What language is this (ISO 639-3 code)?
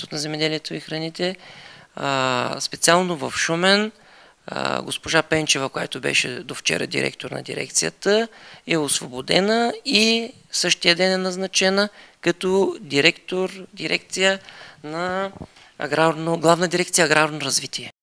bul